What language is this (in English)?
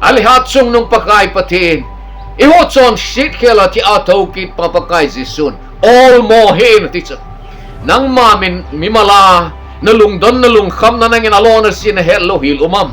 Thado Chin